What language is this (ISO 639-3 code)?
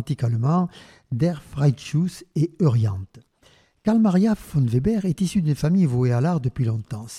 fra